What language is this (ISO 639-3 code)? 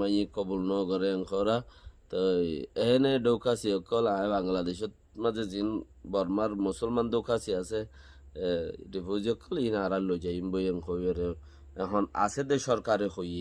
rhg